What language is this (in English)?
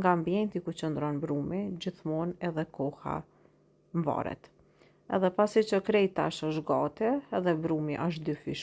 Albanian